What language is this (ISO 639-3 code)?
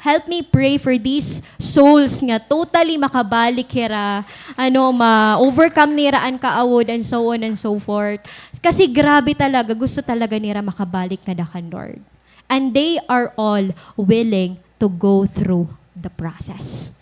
war